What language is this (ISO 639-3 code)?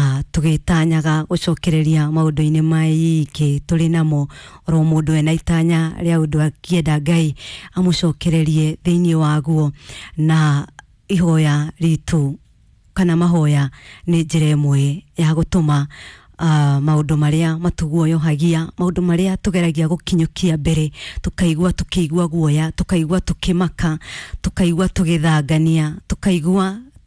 kik